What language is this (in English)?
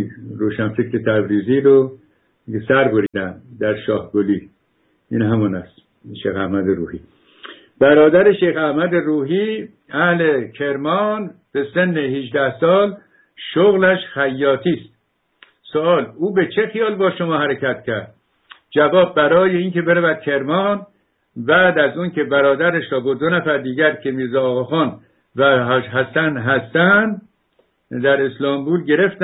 Persian